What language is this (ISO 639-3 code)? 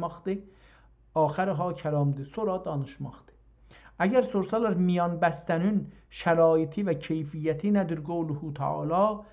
azb